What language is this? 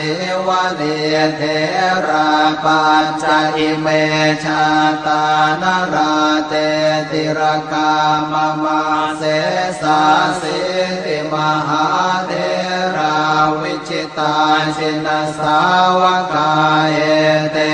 Pali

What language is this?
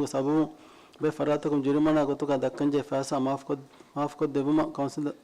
Divehi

